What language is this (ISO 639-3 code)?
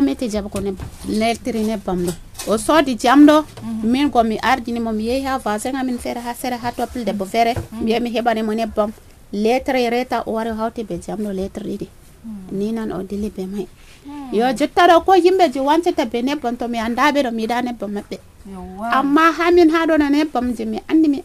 fuv